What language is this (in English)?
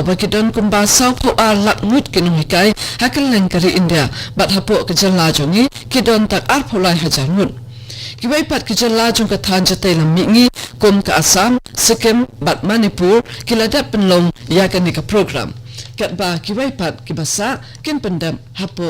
Khasi